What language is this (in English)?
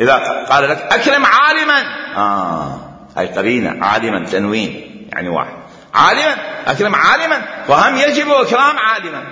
Mesopotamian Arabic